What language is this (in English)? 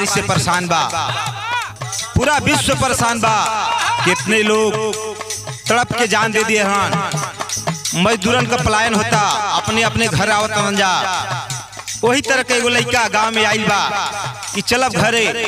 Bhojpuri